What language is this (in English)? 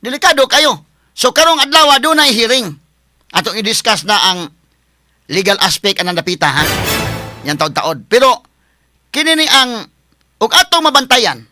Cebuano